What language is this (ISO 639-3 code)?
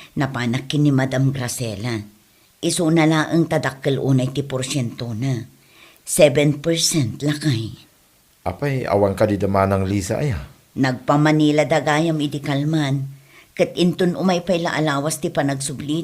ilo